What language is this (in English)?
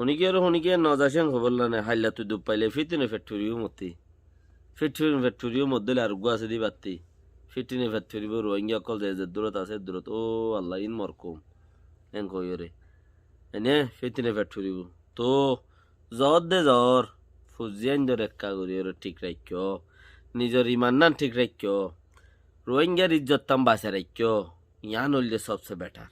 Rohingya